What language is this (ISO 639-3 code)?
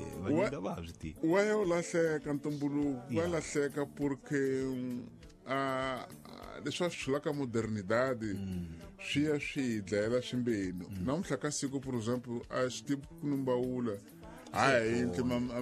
tso